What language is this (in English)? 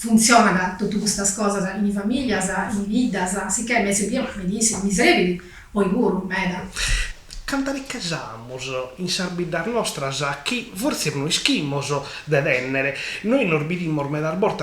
Sardinian